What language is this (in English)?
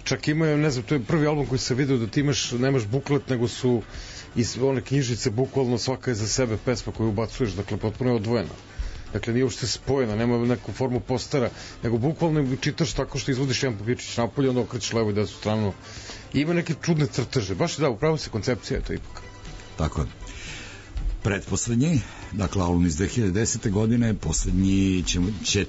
Serbian